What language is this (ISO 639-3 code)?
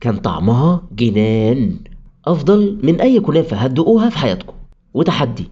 arz